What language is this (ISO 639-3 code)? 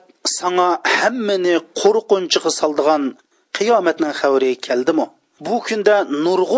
uig